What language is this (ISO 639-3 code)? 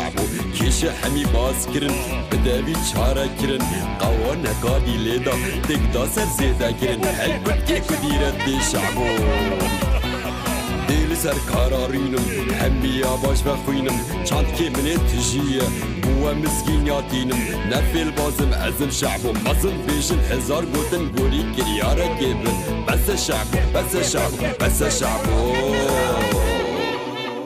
kur